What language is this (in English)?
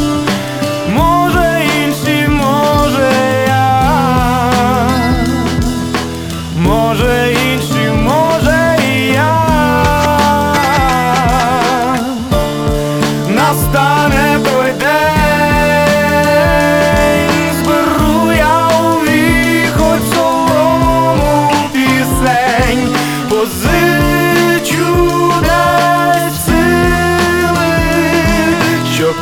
Ukrainian